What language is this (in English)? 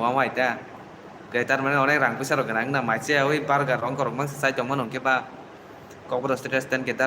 Kok Borok